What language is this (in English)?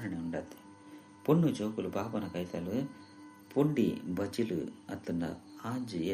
Tulu